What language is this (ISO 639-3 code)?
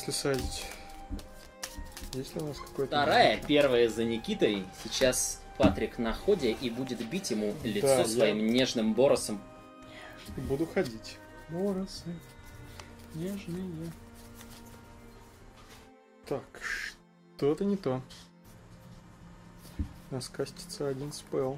rus